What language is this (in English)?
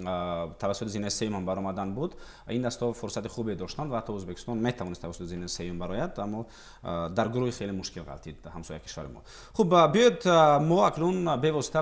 Tajik